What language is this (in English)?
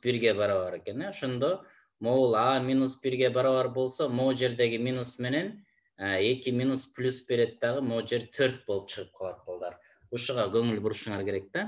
Kyrgyz